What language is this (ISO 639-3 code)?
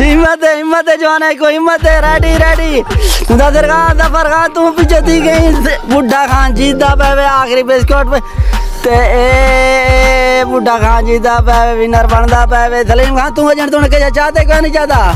skr